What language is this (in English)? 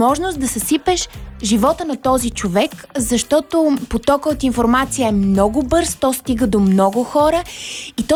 Bulgarian